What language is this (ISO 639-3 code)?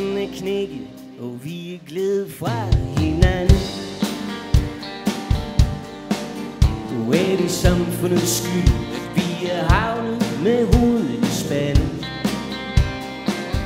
dan